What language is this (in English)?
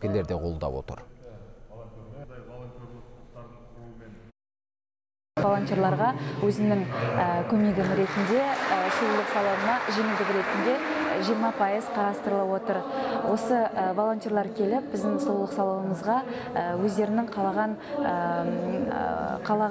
Kazakh